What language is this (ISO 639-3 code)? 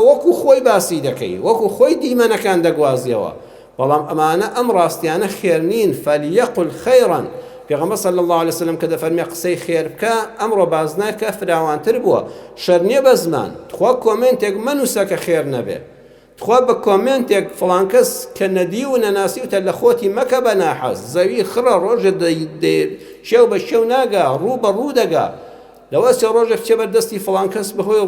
ckb